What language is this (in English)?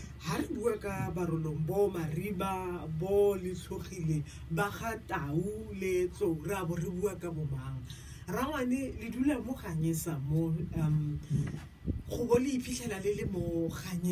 Tswana